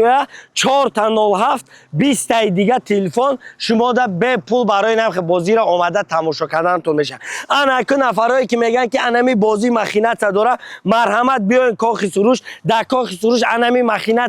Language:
Tajik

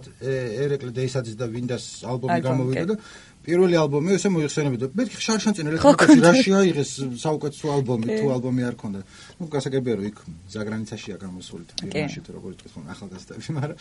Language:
Georgian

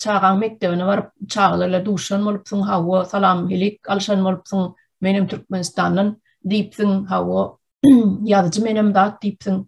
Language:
Turkmen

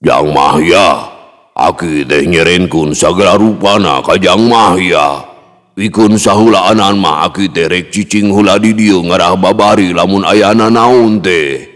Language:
Sundanese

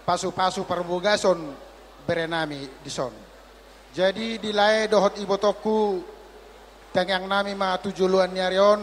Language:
Batak Toba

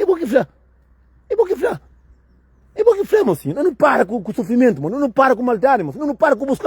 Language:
Kabuverdianu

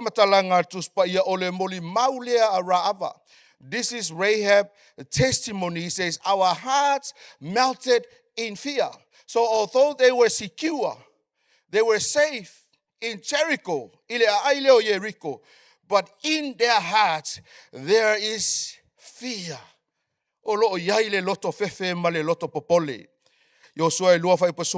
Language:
Samoan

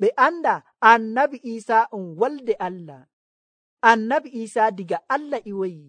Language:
Nigerian Fulfulde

